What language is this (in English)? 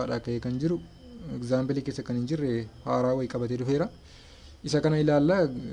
Oromo